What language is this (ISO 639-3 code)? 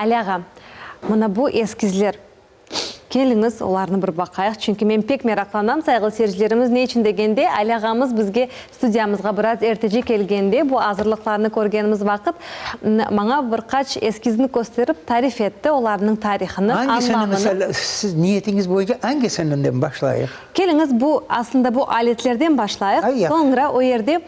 crh